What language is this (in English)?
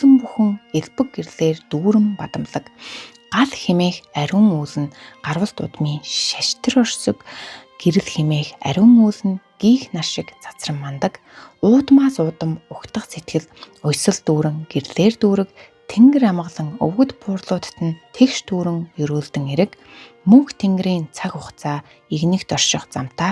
Mongolian